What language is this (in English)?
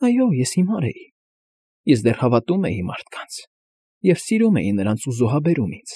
Armenian